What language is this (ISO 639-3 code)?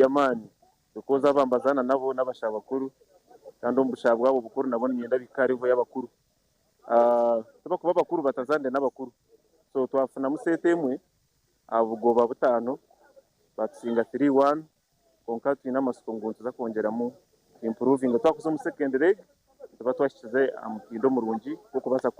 nyn